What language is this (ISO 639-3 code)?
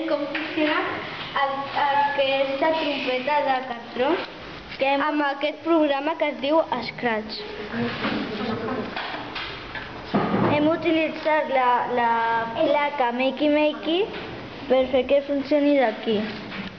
cat